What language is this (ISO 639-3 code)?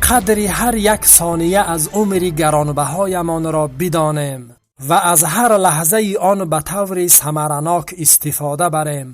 tgk